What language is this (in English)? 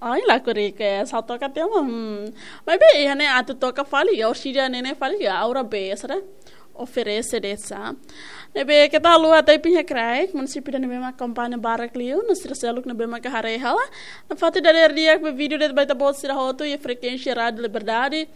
Tetum